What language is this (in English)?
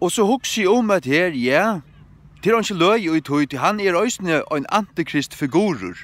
Faroese